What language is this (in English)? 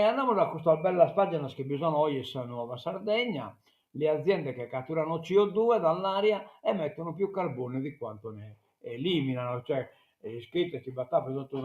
Sardinian